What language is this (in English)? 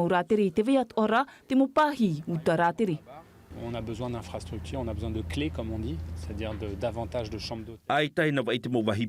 Tahitian